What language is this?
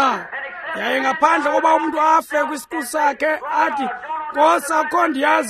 Xhosa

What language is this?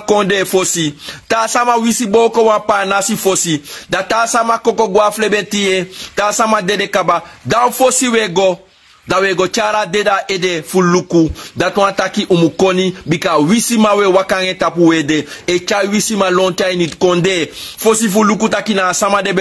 Sranan Tongo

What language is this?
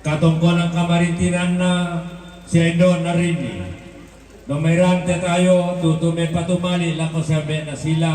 Toraja-Sa'dan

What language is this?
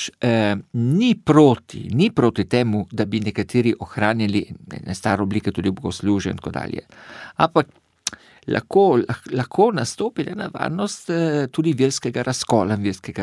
Slovenian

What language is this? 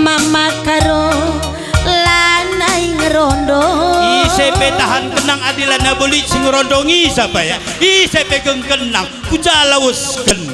Batak Karo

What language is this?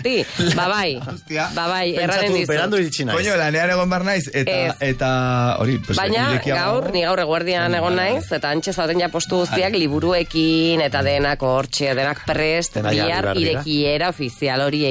Basque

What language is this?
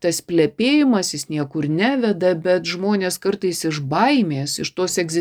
Lithuanian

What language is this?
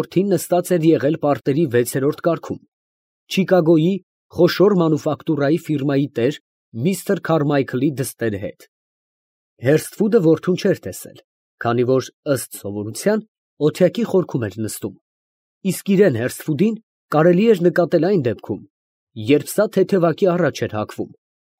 Armenian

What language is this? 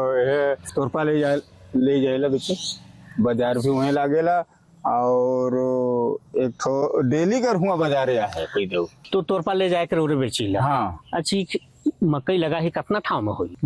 Sadri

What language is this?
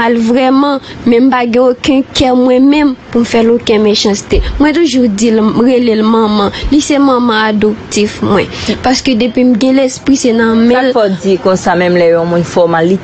Haitian Creole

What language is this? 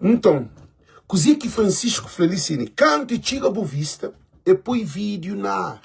Kabuverdianu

